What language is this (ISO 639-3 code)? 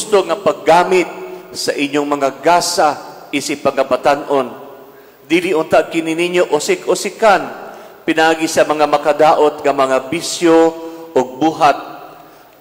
ceb